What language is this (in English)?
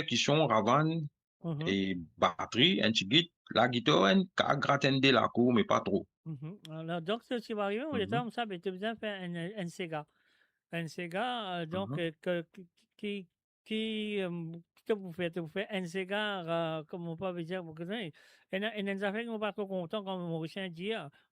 Morisyen